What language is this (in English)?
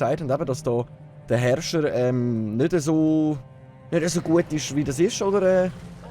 Swiss German